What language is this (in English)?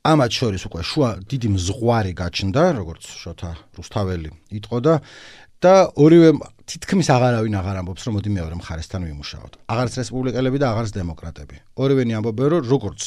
Georgian